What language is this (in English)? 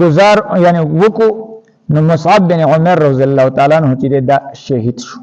Pashto